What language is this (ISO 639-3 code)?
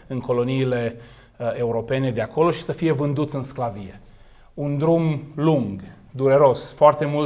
ron